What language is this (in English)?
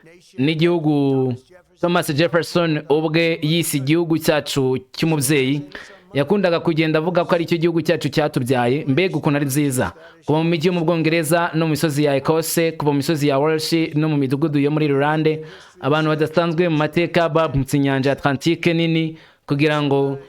Kinyarwanda